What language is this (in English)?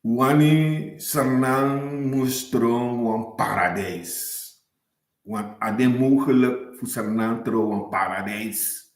Sranan Tongo